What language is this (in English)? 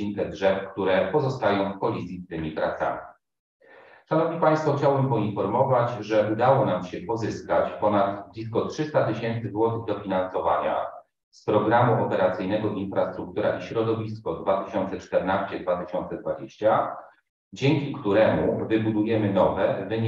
Polish